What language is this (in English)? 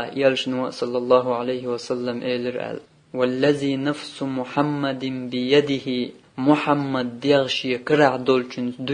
Chechen